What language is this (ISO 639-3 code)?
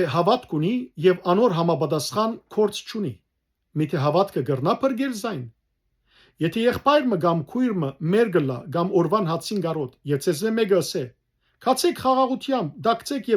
hyw